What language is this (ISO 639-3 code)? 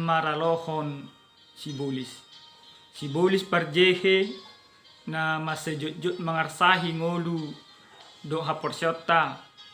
bbc